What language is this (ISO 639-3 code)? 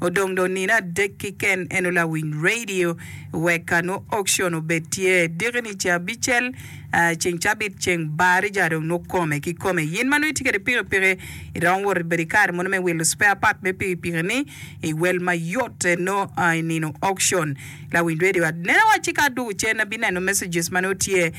ach